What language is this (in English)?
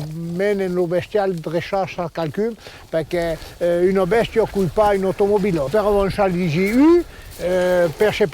Occitan